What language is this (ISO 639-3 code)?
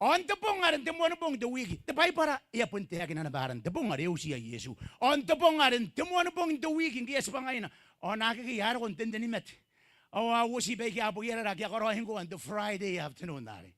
gil